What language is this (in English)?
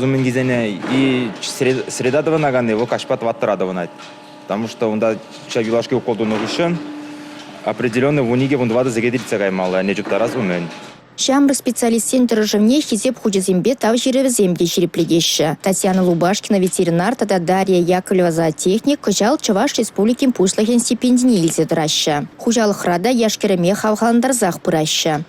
Chuvash